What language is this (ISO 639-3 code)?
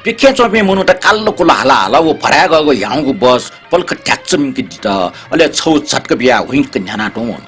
new